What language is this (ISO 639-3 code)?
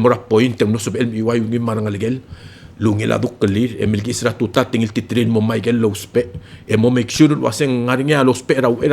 pau